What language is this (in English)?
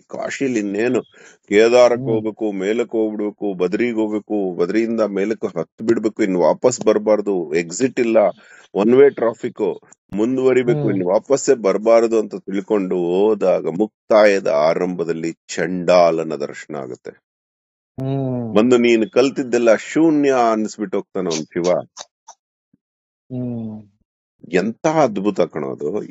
Kannada